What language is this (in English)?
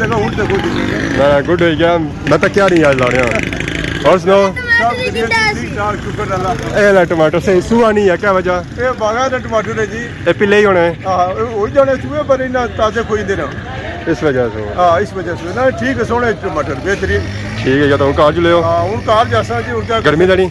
Pahari-Potwari